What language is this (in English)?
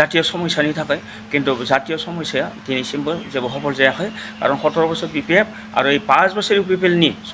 Bodo